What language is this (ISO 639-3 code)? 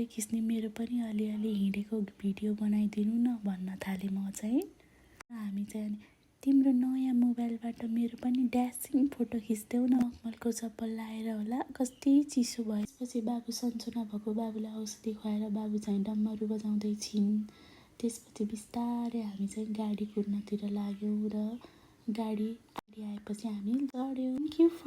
nep